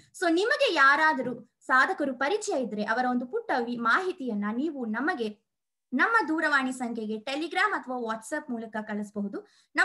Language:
Kannada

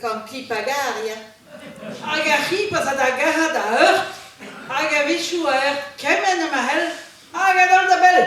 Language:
Breton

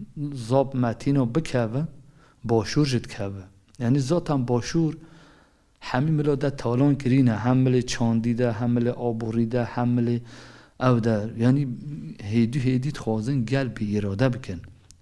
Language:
Kurdish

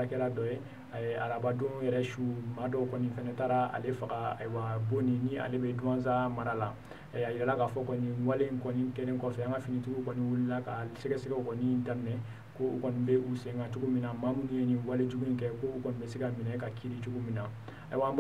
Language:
Bambara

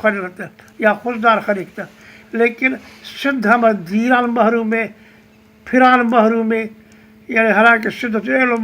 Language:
Brahui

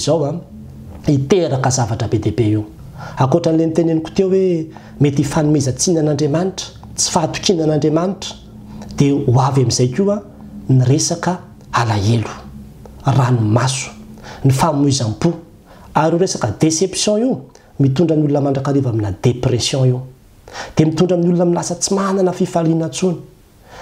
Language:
Malagasy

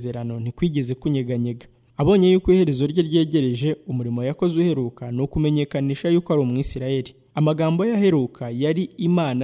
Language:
Kinyarwanda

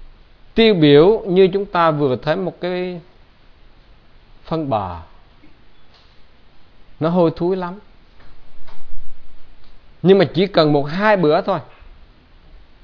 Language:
Vietnamese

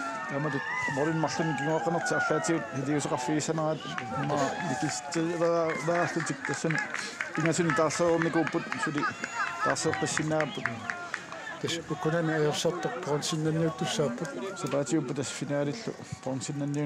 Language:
Kalaallisut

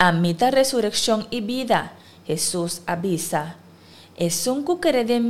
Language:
Papiamento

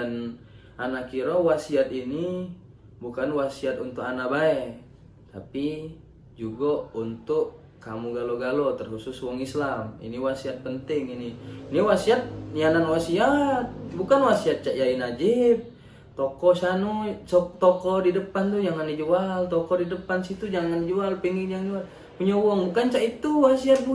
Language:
Musi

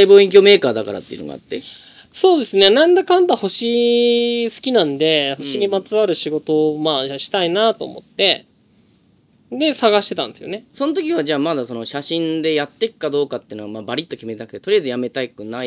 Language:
Japanese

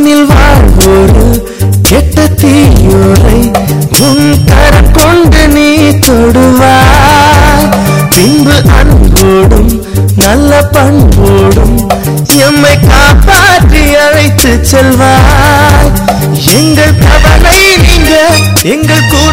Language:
Tamil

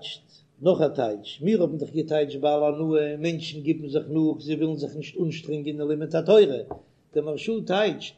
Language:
Yiddish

